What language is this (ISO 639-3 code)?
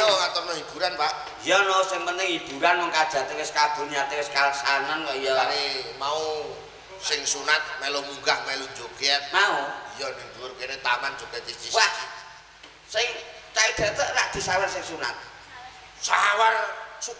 jav